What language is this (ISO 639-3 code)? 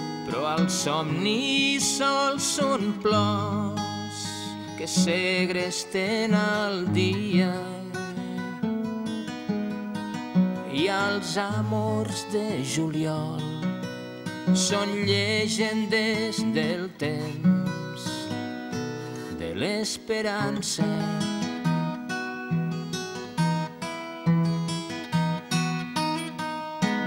cat